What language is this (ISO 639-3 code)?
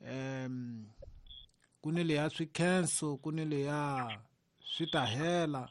tso